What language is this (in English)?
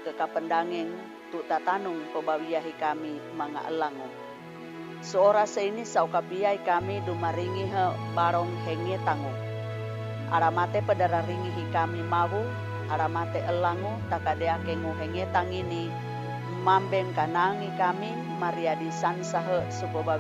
Sangir